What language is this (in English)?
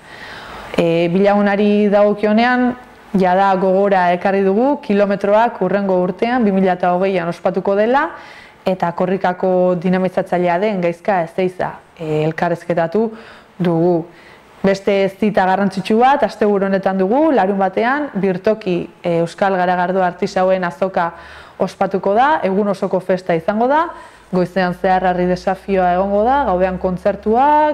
Basque